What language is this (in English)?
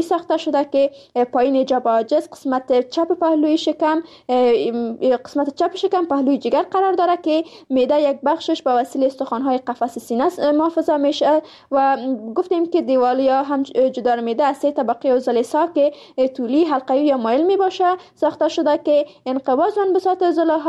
Persian